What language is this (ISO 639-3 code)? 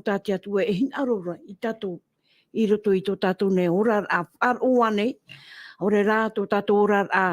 tah